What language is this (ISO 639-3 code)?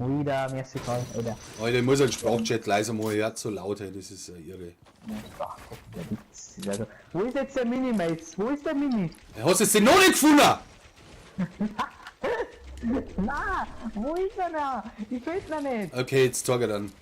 bar